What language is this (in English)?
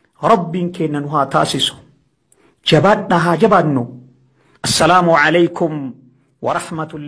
Oromo